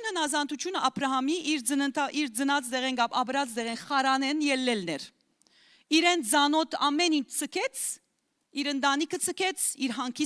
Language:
Western Armenian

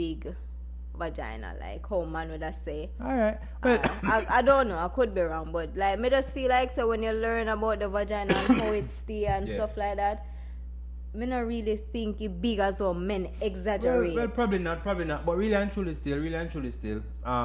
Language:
Jamaican Creole English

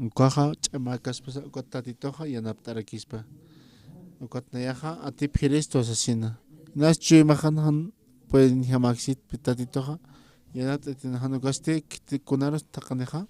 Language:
Aymara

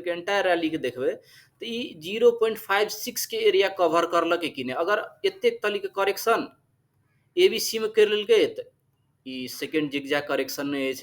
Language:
Maithili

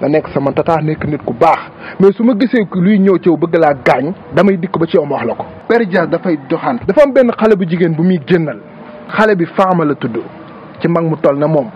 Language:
Wolof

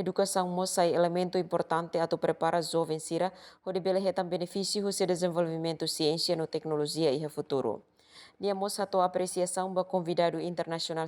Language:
Tetum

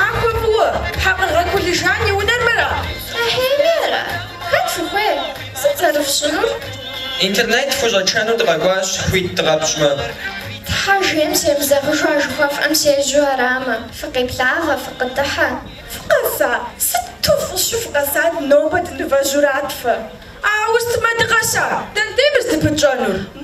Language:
Kabardian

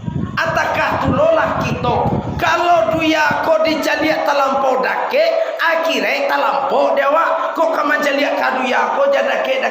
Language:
Minangkabau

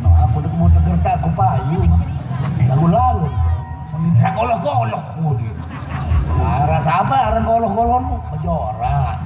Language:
Sasak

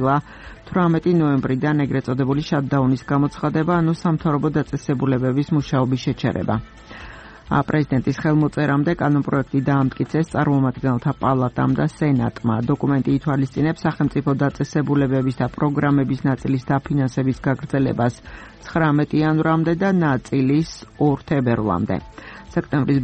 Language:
Georgian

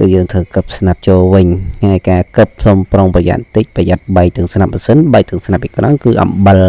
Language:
Khmer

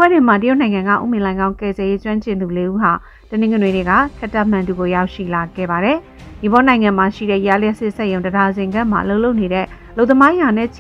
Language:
Burmese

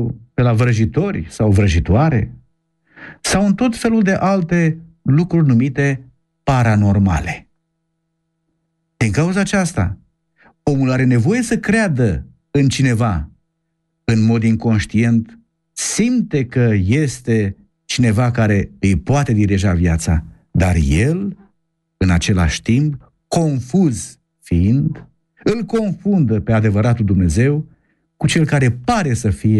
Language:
Romanian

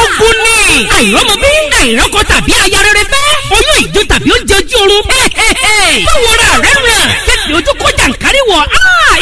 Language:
Yoruba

